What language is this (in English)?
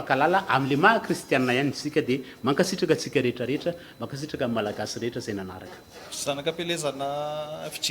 Malagasy